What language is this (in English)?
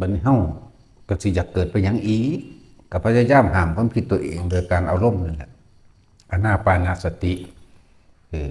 Lao